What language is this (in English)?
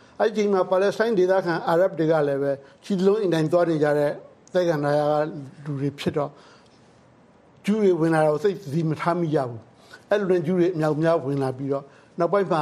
Burmese